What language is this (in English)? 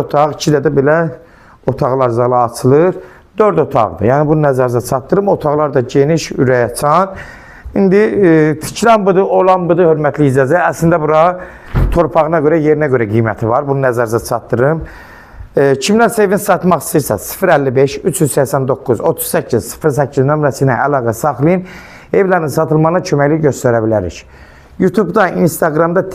Azerbaijani